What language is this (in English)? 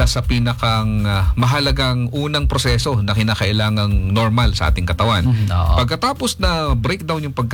Filipino